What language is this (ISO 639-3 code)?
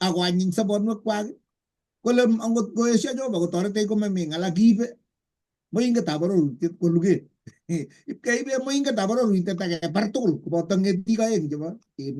kln